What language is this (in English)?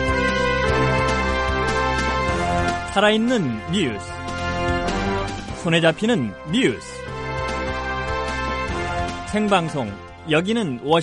Korean